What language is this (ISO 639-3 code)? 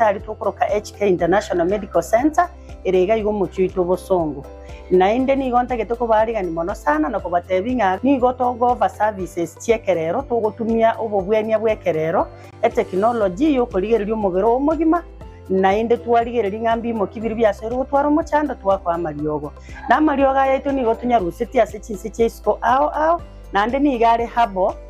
guz